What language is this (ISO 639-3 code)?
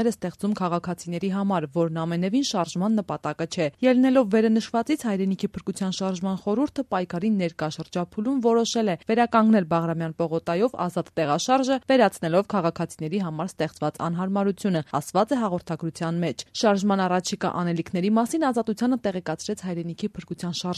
hye